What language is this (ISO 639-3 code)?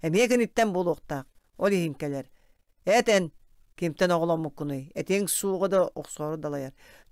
sah